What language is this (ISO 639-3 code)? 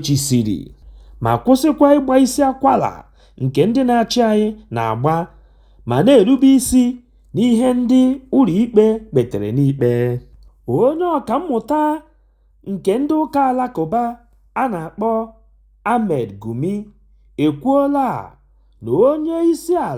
ibo